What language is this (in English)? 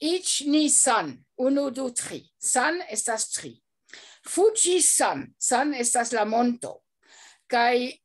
Esperanto